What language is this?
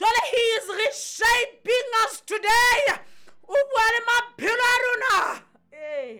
Southern Sotho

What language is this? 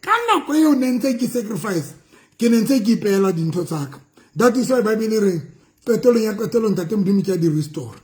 Southern Sotho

